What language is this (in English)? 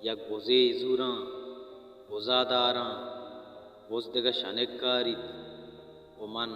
Baluchi